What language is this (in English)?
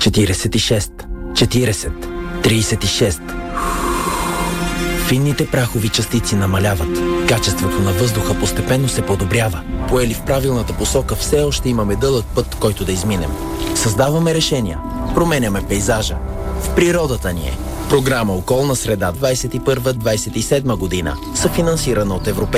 Bulgarian